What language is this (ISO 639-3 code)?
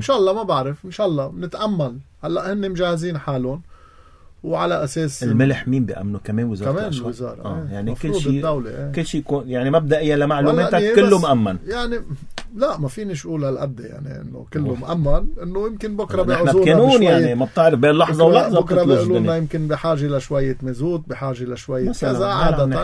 apc